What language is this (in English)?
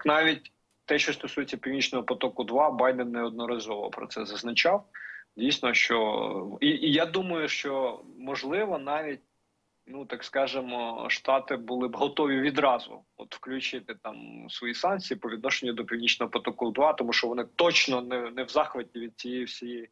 Ukrainian